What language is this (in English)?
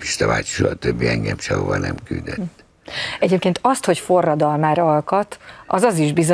Hungarian